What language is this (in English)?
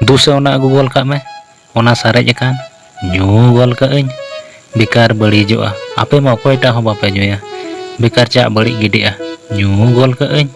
Santali